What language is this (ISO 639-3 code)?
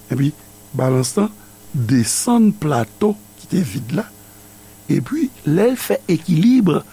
hat